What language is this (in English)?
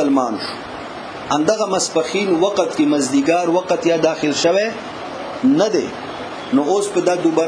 Pashto